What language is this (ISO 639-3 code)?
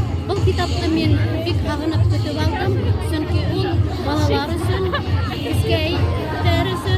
bak